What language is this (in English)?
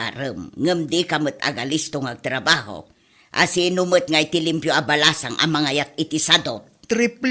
Iloko